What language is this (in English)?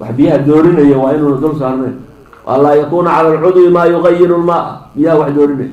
Somali